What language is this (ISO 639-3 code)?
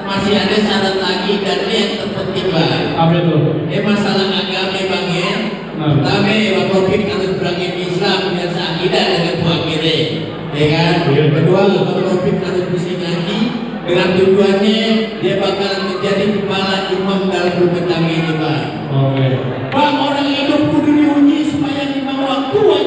bew